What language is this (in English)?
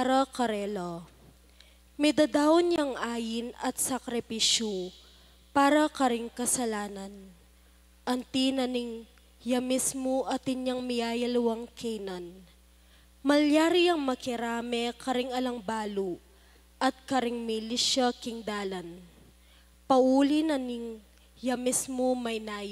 Pampanga